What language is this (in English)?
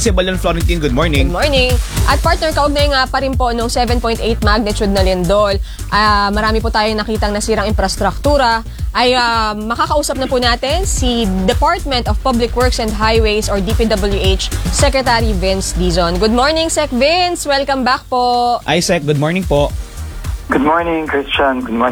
Filipino